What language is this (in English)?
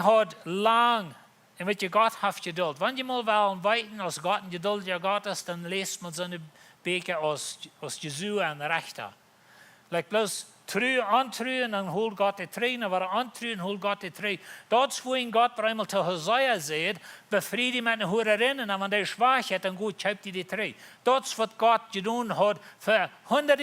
Plautdietsch